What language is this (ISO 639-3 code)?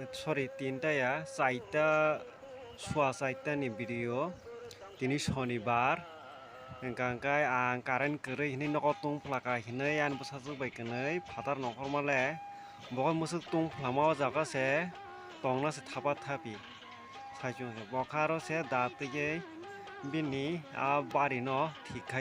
trp